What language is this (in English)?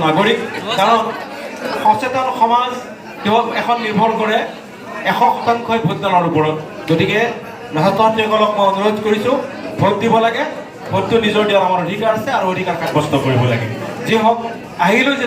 Assamese